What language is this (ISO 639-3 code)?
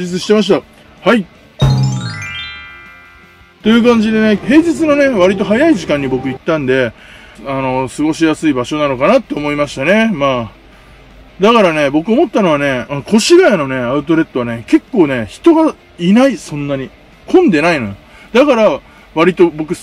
jpn